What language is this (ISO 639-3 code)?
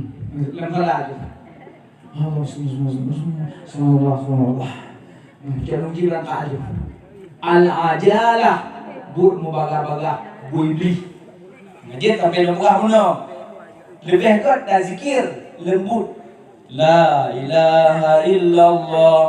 ace